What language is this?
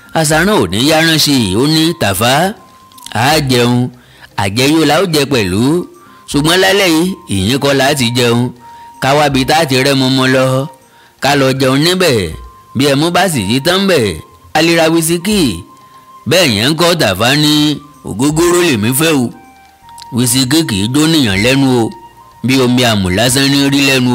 Yoruba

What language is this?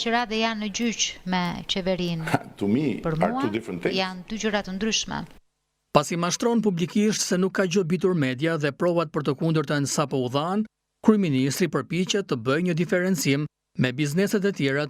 Albanian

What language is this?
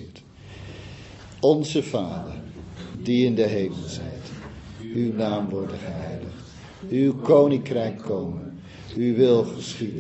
Dutch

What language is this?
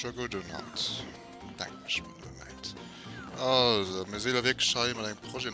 Luxembourgish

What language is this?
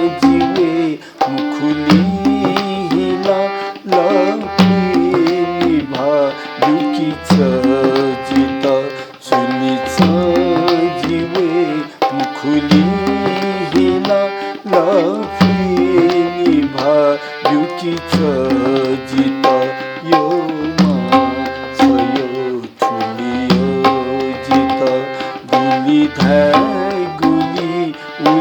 Newari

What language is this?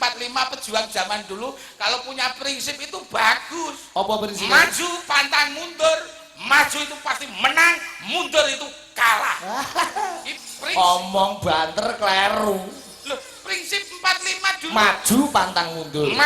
Javanese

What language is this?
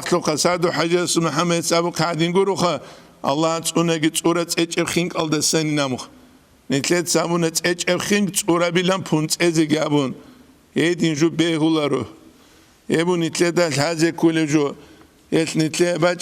Avaric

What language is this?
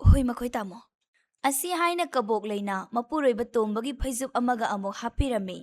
Manipuri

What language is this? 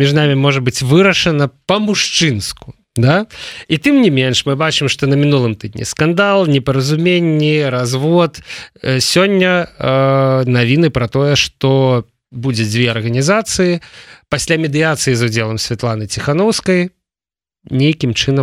Belarusian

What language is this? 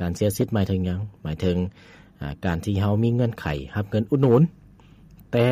Lao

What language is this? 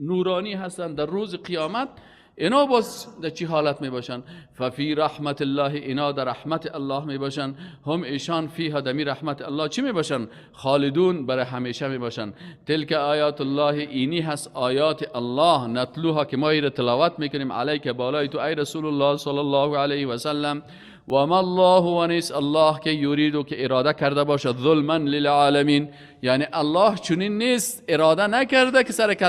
Persian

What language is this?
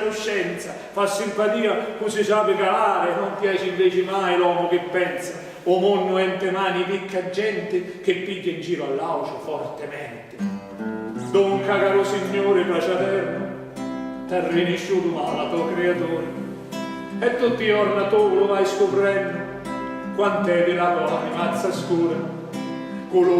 Sicilian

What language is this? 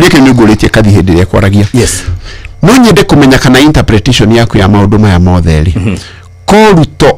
Kikuyu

